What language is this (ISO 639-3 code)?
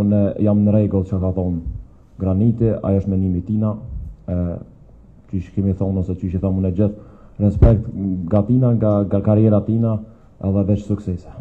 sqi